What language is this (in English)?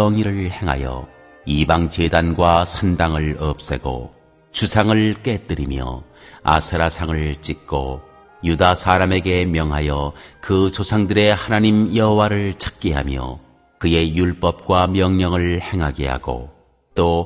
Korean